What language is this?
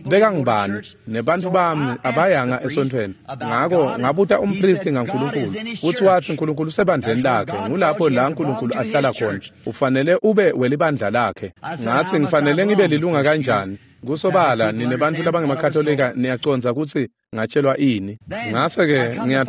Swati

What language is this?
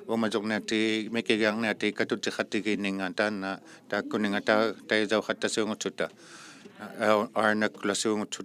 Inuktitut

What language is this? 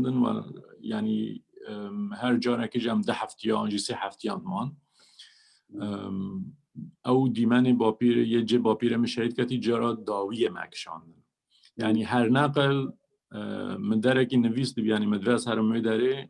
Kurdish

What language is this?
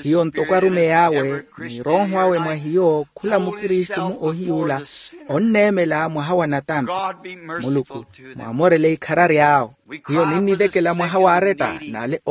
Makhuwa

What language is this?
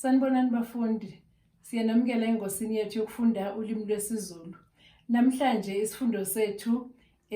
Zulu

